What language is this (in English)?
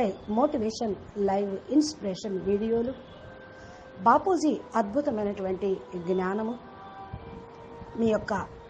Telugu